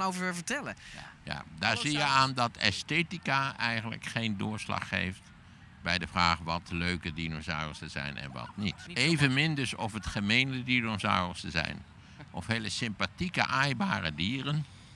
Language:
Dutch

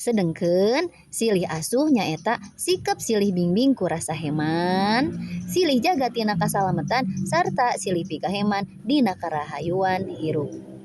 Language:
Sundanese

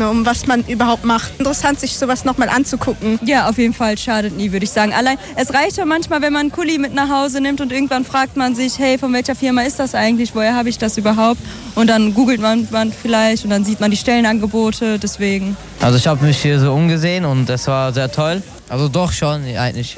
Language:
German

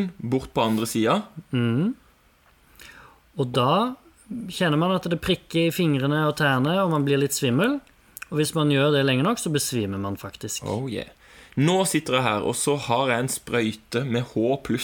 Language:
Norwegian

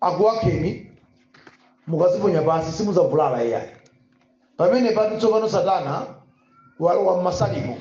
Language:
Nyanja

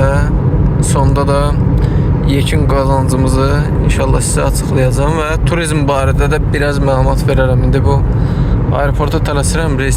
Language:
Azerbaijani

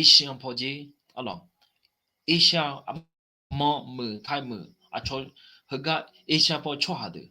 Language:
Akha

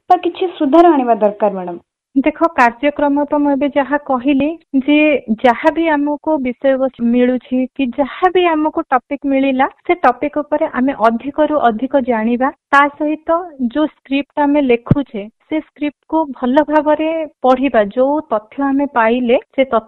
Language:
Odia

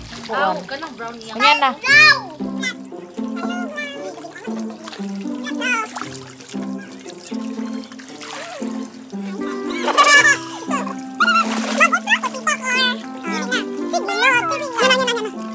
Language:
Cebuano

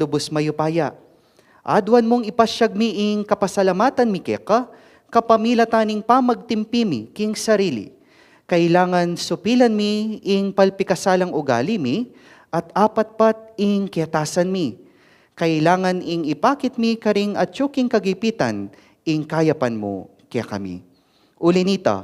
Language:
Pampanga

